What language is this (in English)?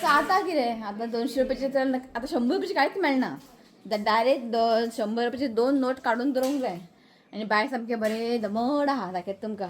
Konkani